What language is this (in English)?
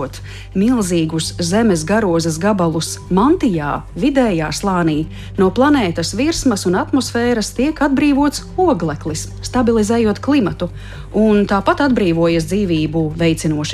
Latvian